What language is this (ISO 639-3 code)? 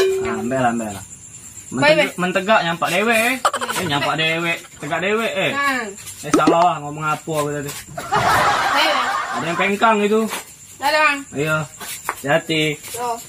mui